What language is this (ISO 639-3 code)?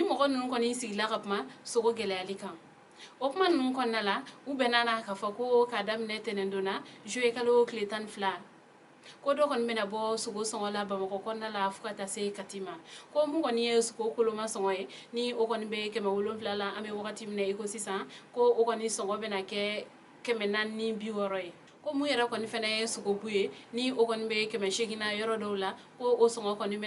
bam